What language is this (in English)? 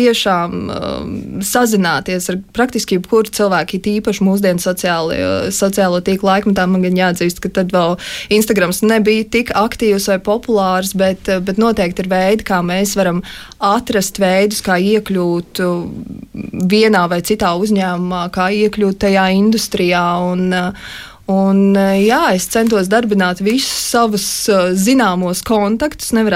Latvian